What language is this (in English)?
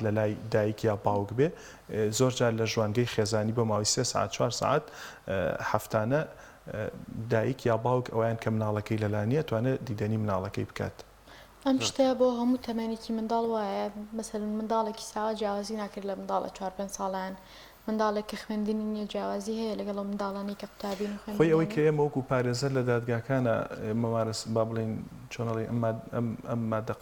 Central Kurdish